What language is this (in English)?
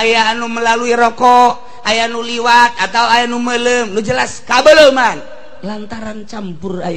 Sundanese